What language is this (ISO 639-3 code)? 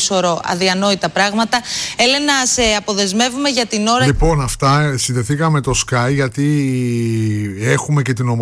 ell